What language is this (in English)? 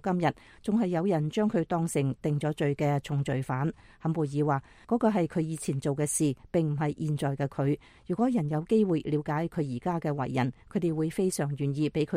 Cantonese